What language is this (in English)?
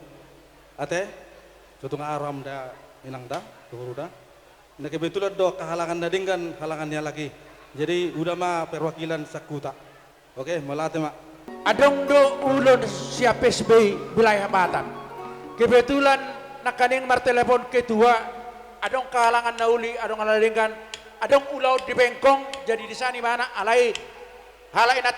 Batak Toba